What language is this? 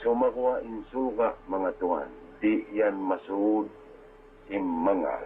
Tausug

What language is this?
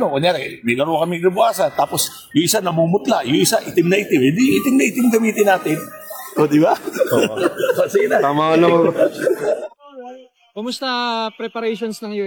Filipino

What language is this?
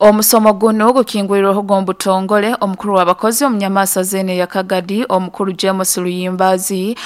Nyoro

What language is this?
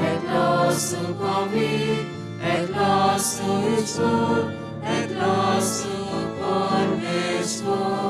Konkani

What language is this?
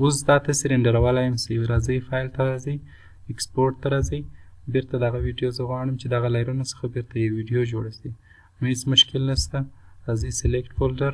Pashto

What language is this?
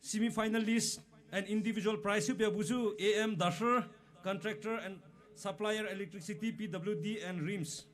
Poumei Naga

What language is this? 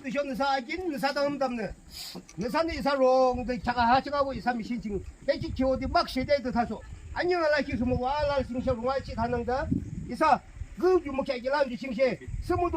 Yimchungru Naga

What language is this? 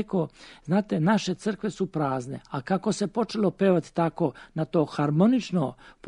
Serbian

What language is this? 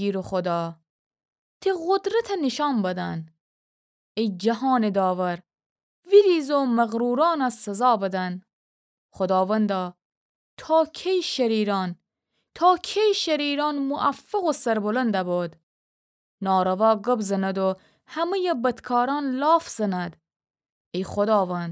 Gilaki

